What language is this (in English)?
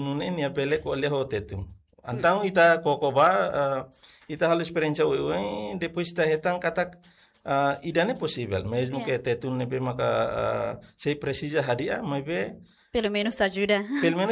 Tetum